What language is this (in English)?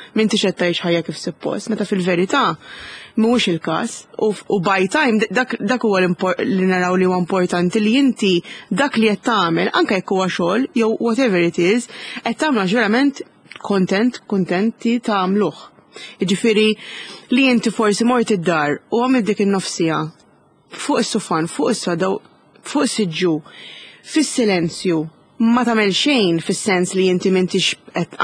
Maltese